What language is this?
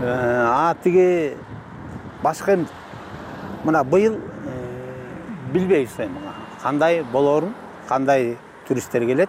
Kyrgyz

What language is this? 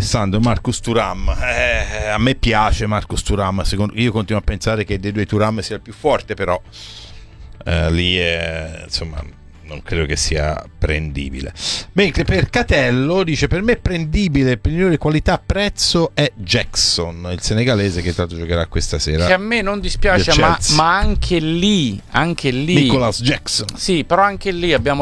Italian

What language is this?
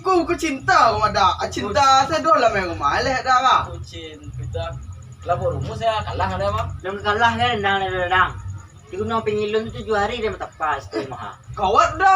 Minangkabau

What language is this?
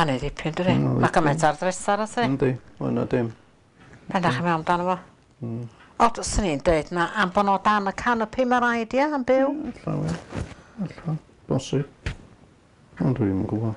Welsh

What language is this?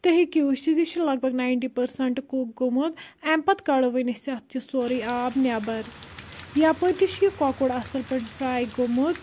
Kashmiri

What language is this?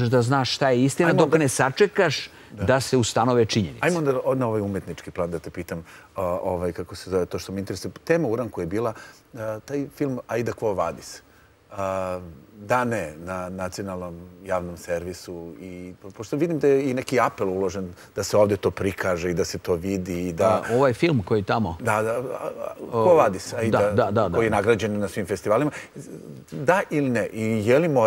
Serbian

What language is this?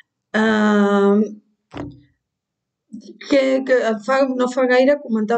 Catalan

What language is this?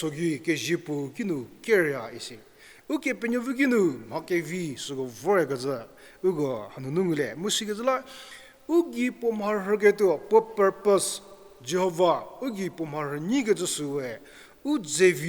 Angami Naga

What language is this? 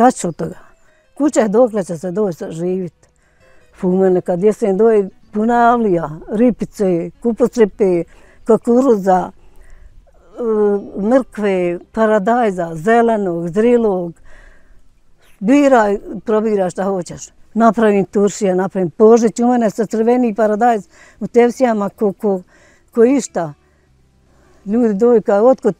Bosnian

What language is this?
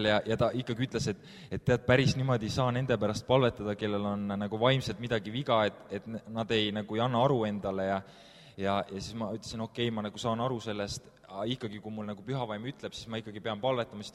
Estonian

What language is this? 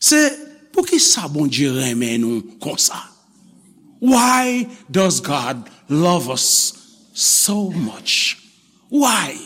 Haitian Creole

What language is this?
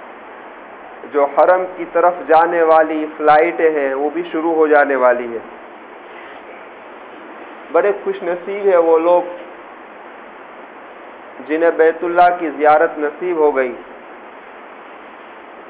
Urdu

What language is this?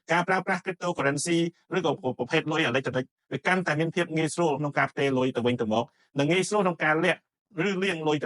Khmer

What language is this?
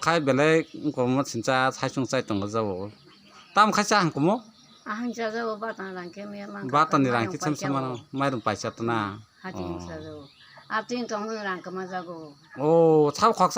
Kok Borok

